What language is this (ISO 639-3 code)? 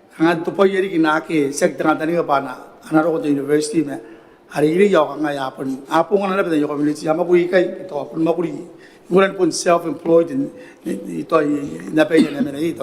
gil